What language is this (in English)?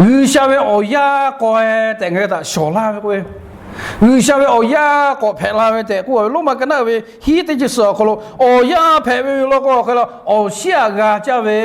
Lahu